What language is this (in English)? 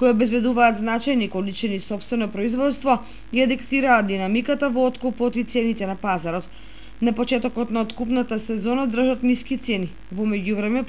Macedonian